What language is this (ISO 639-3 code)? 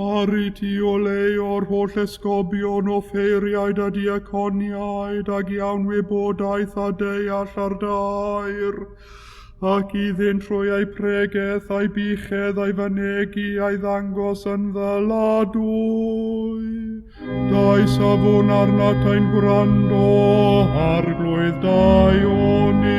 cym